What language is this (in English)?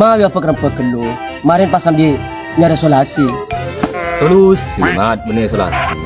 Madurese